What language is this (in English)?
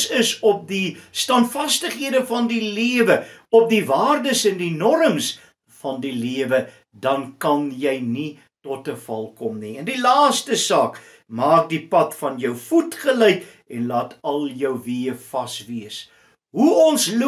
Afrikaans